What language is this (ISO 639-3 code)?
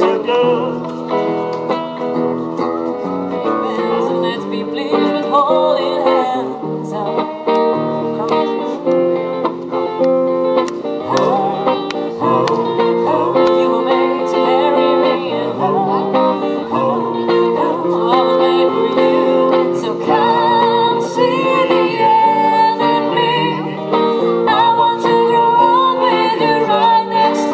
eng